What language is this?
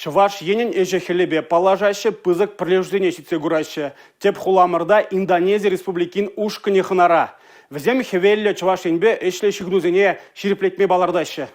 Chuvash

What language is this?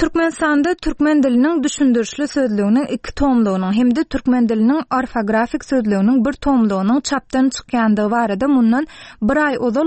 Turkmen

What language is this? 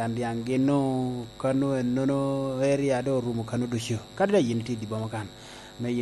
Lango (Uganda)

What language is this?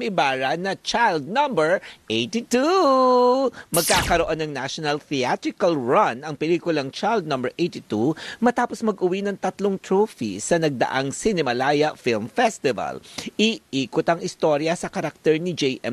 Filipino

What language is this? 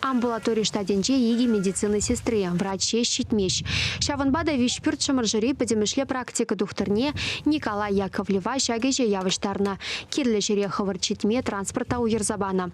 Chuvash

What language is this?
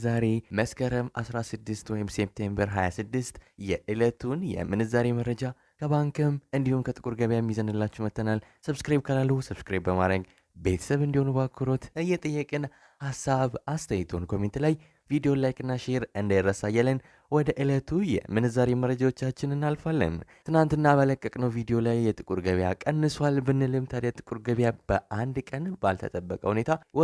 Amharic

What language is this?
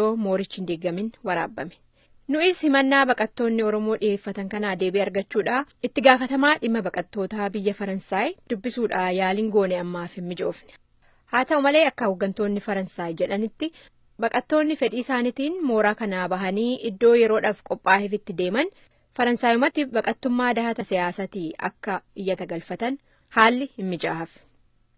Oromo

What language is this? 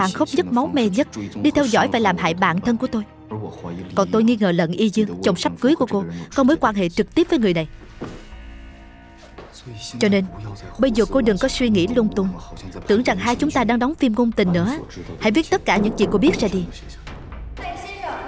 Vietnamese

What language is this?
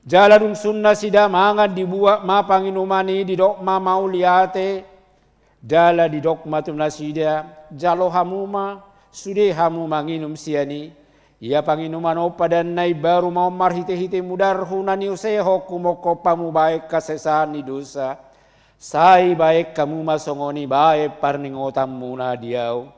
Batak Toba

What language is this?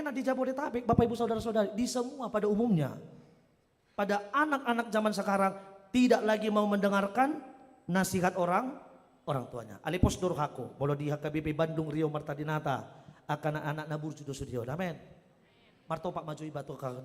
Batak Toba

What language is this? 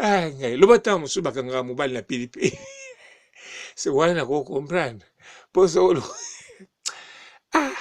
Lingala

